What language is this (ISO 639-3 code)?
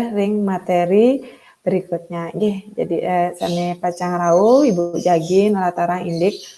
ban